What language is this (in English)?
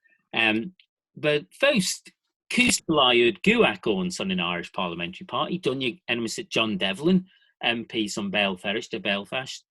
Manx